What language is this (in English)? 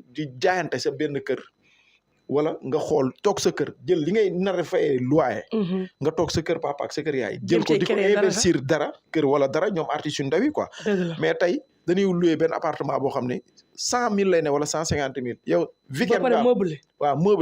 Wolof